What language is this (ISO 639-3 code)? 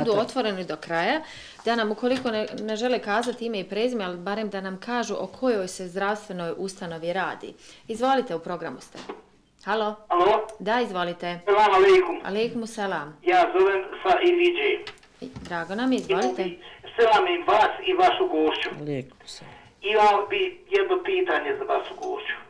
bos